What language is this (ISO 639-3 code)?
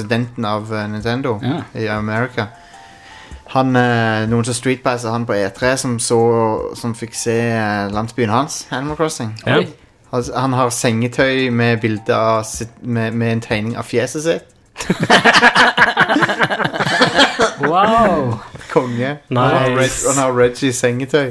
nor